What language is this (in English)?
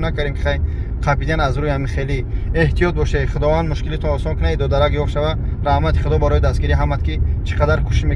Tajik